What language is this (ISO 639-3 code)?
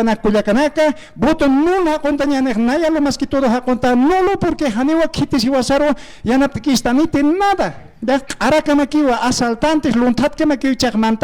aym